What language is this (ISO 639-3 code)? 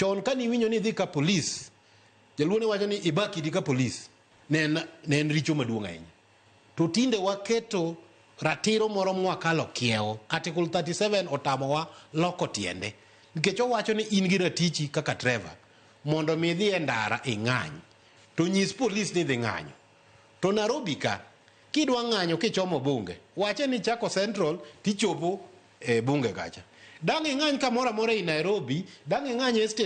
luo